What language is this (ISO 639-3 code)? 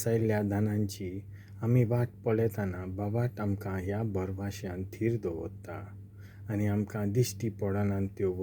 kok